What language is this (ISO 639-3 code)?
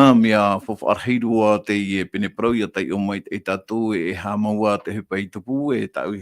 tah